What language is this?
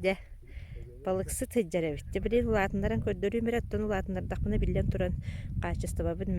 Yakut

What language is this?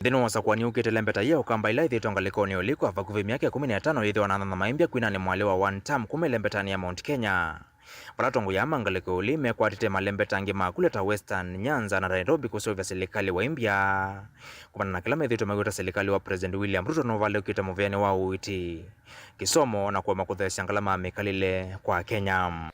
Kamba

